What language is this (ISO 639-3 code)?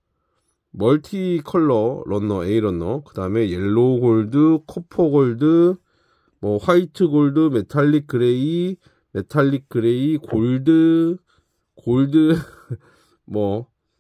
kor